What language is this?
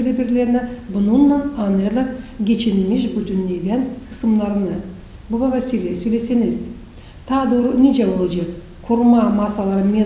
Gagauz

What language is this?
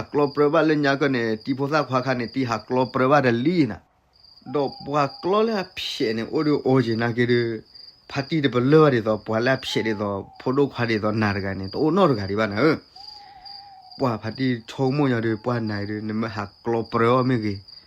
S'gaw Karen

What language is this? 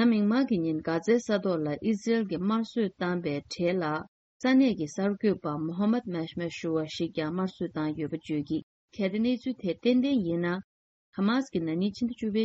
Tibetan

